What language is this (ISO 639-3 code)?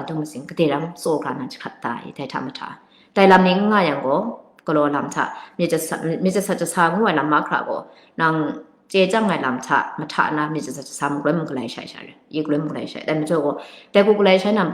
kac